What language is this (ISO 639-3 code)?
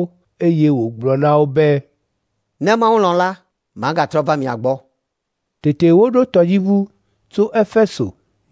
ewe